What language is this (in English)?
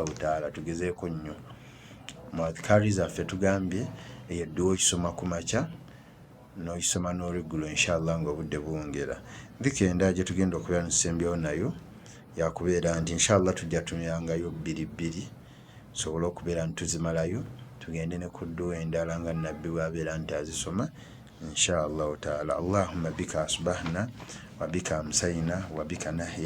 Ganda